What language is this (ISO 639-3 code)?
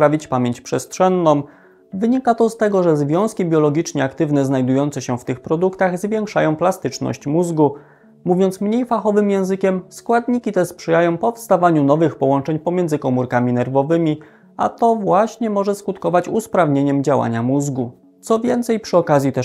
pol